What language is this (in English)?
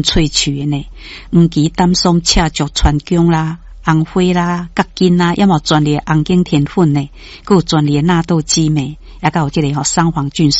Min Nan Chinese